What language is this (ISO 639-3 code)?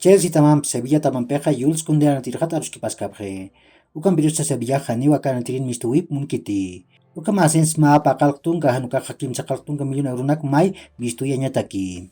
aym